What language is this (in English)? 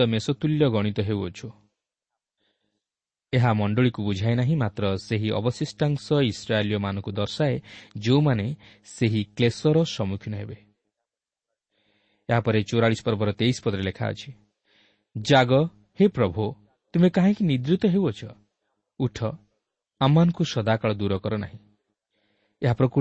Odia